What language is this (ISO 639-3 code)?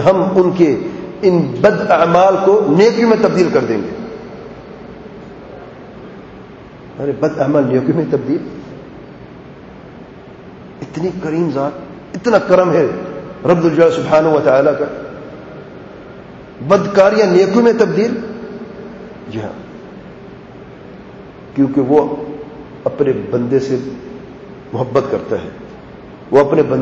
urd